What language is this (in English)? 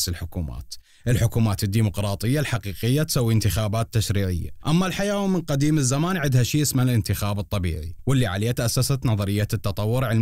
Mesopotamian Arabic